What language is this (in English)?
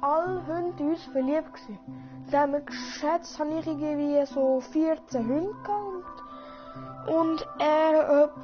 Swiss German